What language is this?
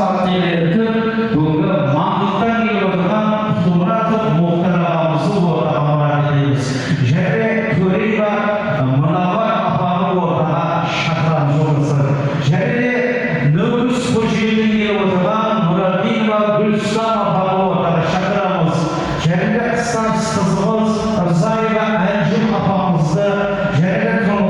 Kara-Kalpak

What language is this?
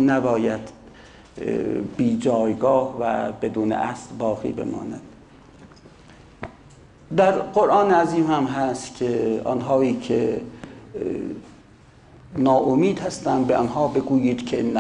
Persian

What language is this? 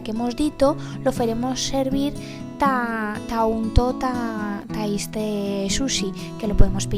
Aragonese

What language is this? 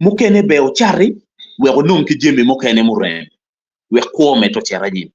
Acoli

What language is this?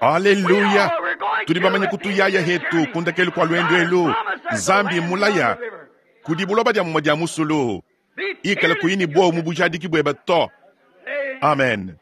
Luba-Lulua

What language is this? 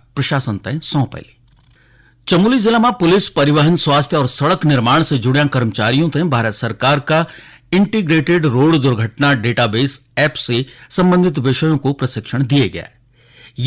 Garhwali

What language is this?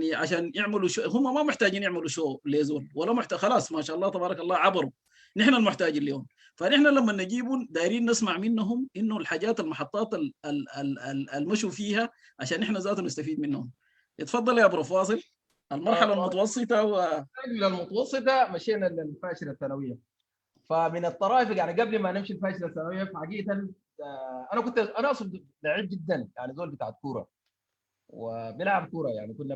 Sudanese Arabic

